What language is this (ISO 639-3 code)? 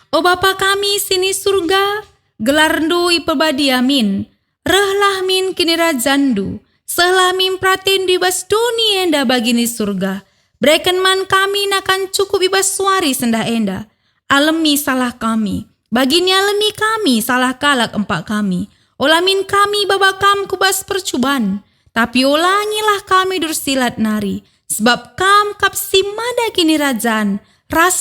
btx